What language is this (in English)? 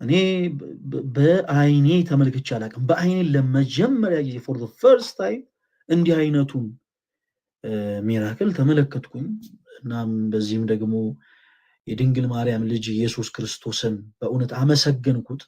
Amharic